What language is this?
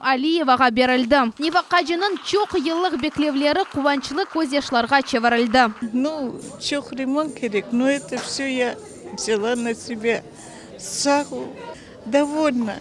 Crimean Tatar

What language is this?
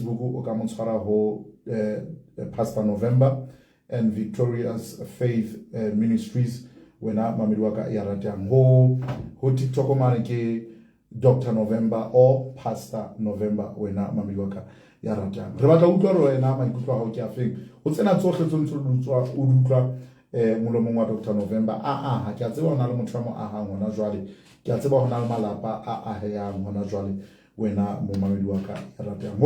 Southern Sotho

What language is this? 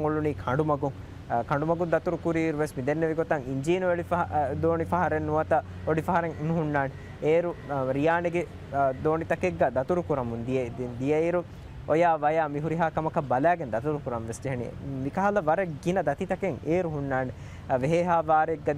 Divehi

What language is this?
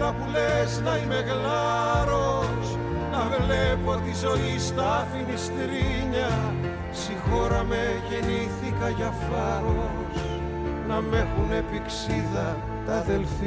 Greek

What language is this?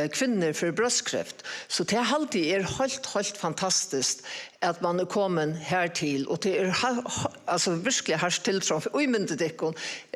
Faroese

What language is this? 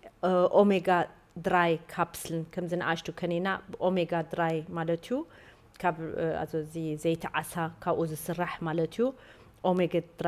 Tigrinya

